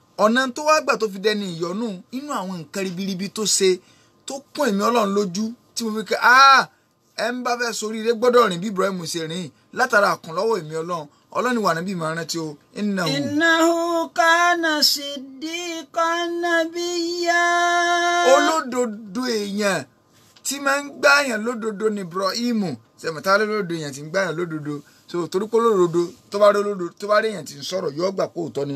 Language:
Yoruba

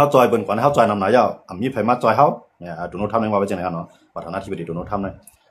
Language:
Shan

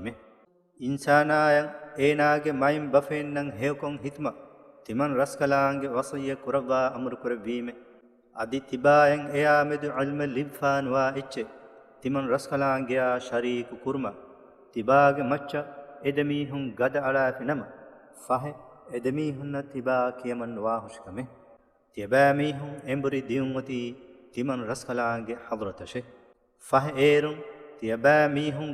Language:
Divehi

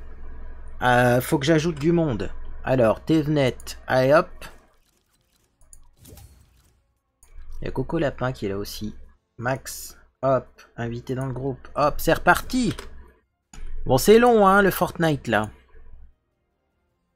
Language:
French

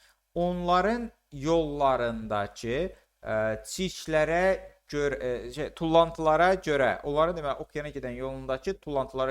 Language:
Azerbaijani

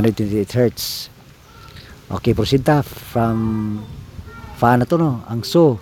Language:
Cebuano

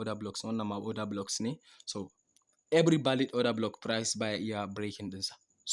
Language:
Hausa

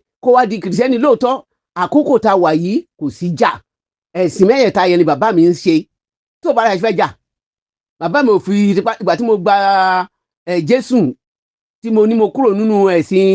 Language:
Yoruba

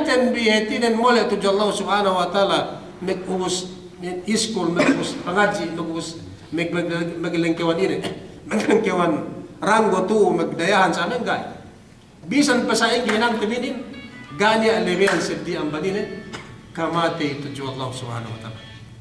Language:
Yakan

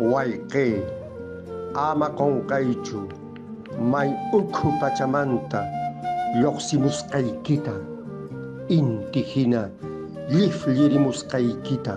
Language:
Quechua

